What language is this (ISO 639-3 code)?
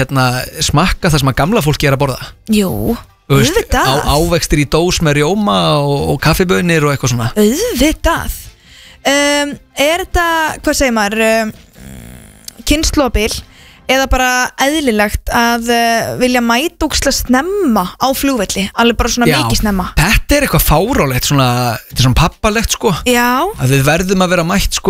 isl